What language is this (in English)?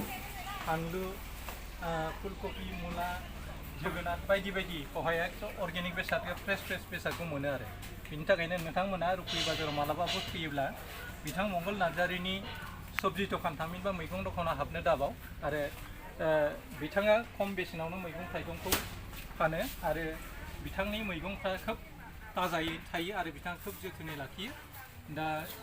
Bodo